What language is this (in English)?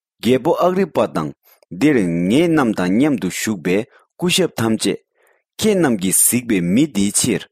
Tibetan